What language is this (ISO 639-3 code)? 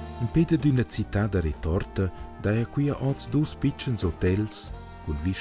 roh